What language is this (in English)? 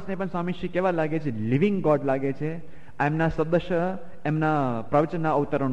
Gujarati